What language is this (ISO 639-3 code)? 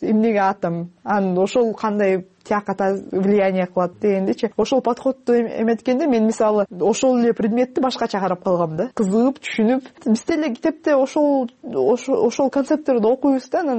kir